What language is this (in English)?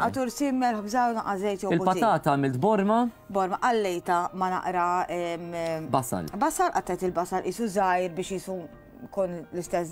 Maltese